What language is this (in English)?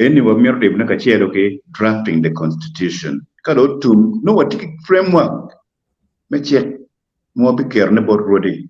Acoli